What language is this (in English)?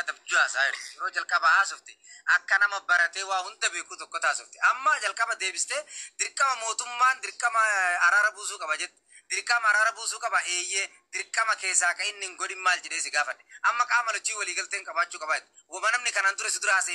Oromo